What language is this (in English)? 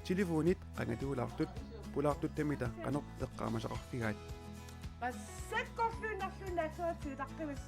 Kalaallisut